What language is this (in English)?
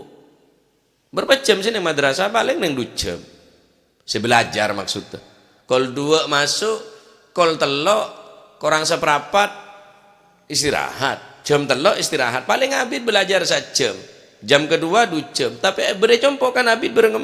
Madurese